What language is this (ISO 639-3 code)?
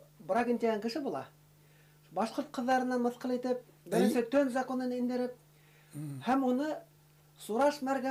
bak